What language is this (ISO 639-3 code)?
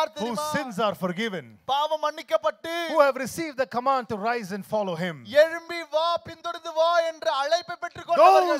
tam